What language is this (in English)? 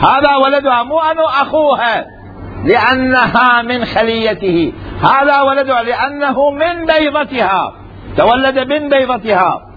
Mesopotamian Arabic